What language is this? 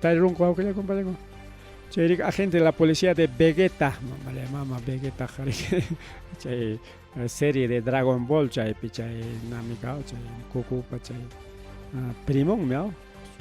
Ayacucho Quechua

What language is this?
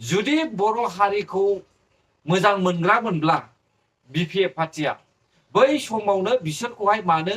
Bodo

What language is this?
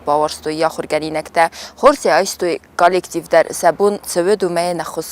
Ossetic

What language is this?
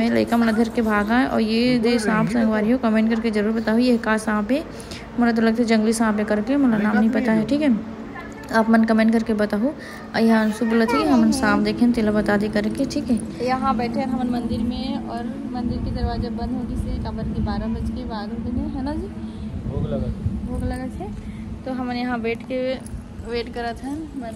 Chhattisgarhi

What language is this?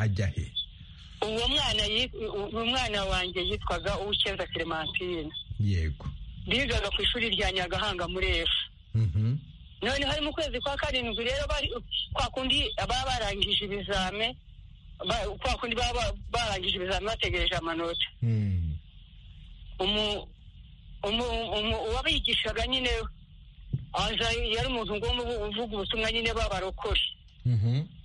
Kinyarwanda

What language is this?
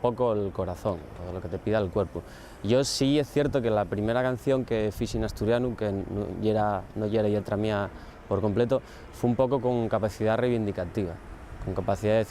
Asturian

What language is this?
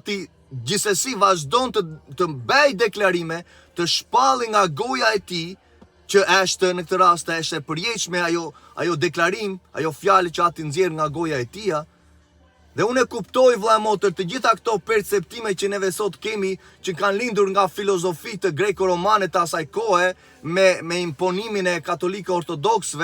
Albanian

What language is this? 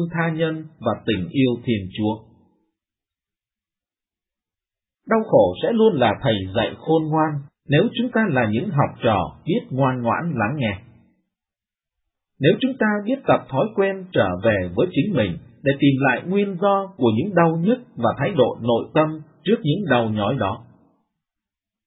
Vietnamese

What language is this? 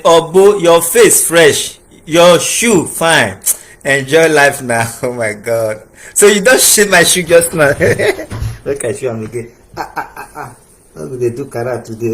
Nigerian Pidgin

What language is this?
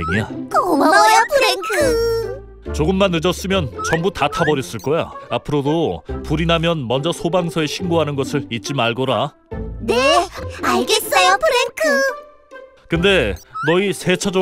Korean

